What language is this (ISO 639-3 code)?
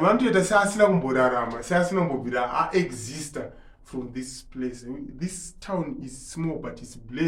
sna